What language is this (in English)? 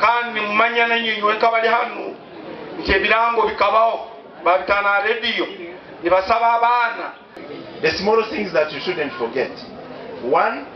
Nyankole